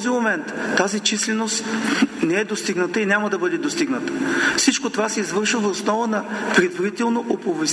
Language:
Bulgarian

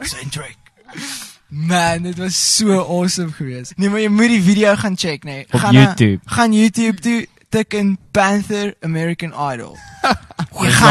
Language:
Afrikaans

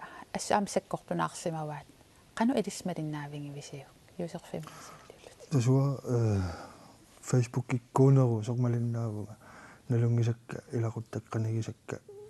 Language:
Kalaallisut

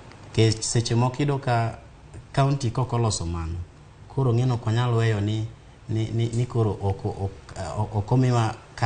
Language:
Luo (Kenya and Tanzania)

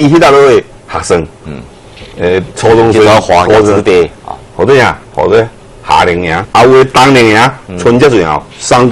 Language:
Min Nan Chinese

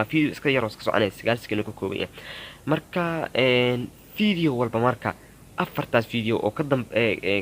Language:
Somali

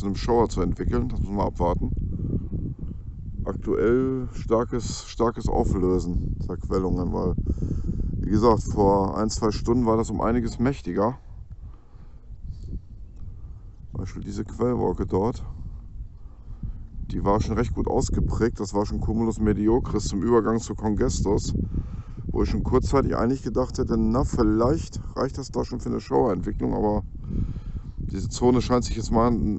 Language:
German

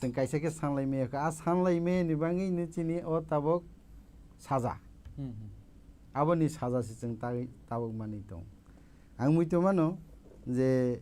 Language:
Kok Borok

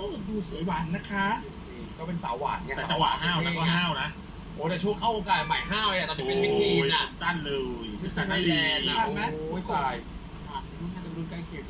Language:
Thai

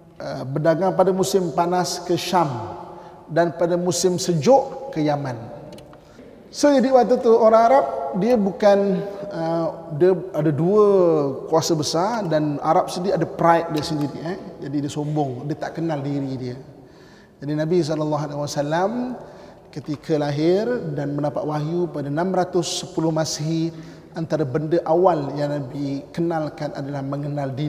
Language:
Malay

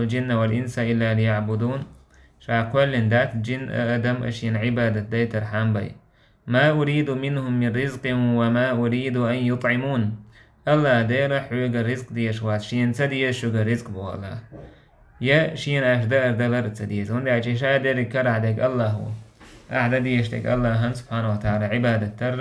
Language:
Chechen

